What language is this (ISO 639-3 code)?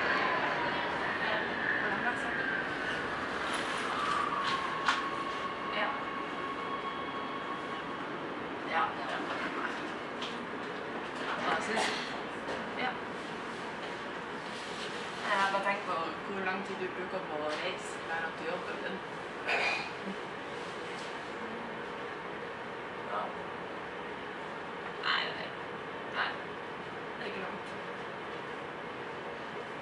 nor